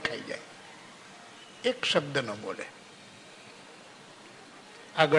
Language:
Gujarati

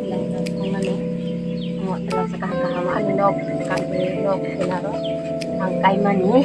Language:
Kok Borok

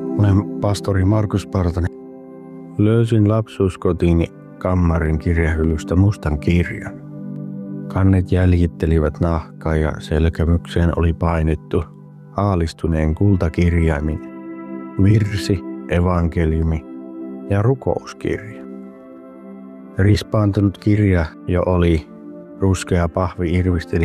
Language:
Finnish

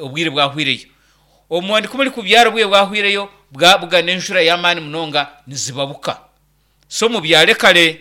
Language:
Nyankole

